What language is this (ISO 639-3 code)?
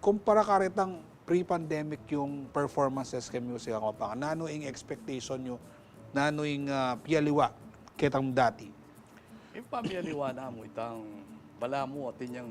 pam